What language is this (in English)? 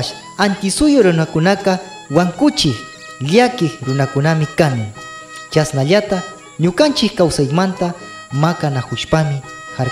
Imbabura Highland Quichua